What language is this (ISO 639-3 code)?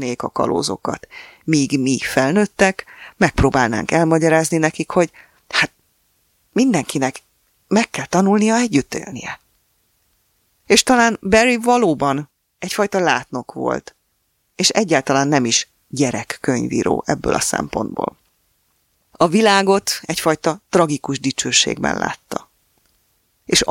hun